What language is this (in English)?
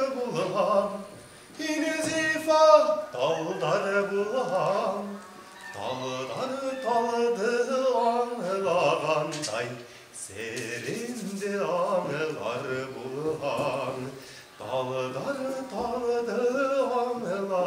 Bashkir